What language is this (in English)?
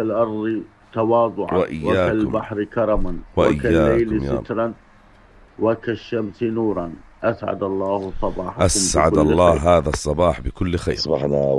North Levantine Arabic